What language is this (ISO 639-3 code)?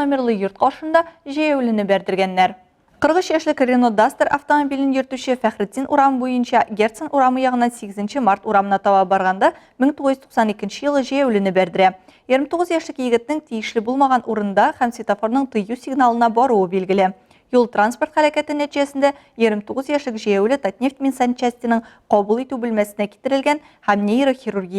tat